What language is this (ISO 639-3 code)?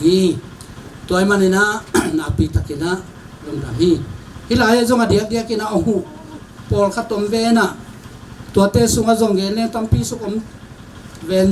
ctd